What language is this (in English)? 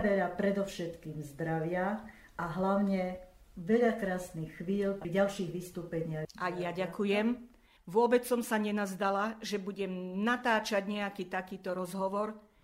Slovak